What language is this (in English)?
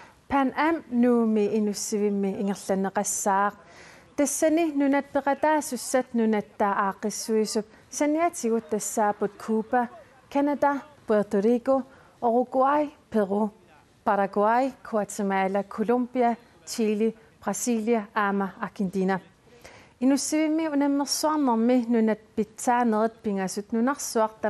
Kalaallisut